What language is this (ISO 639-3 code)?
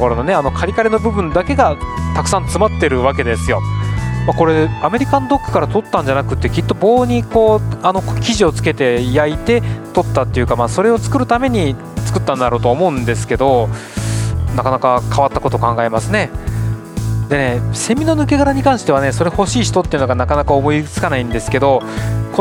jpn